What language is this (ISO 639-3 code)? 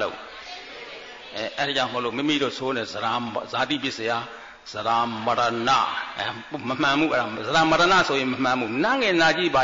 mya